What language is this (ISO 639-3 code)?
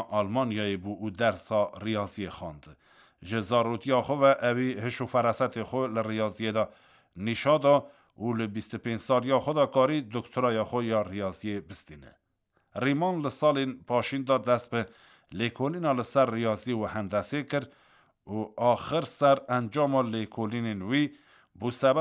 kur